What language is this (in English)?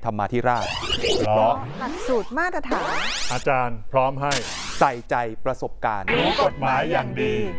Thai